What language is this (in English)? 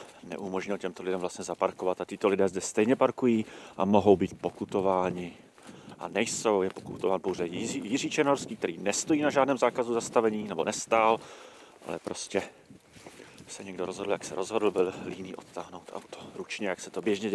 Czech